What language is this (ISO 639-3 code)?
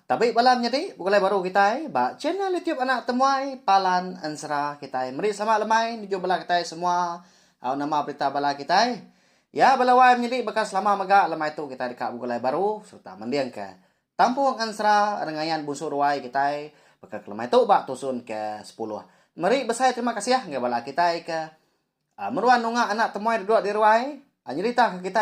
iba